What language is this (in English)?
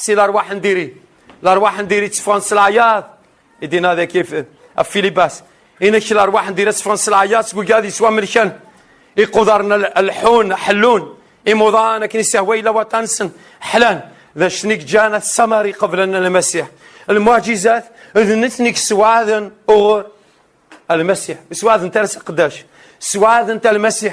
Kabyle